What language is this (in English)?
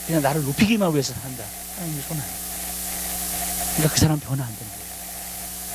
Korean